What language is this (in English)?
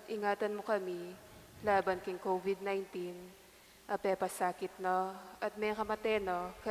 Pampanga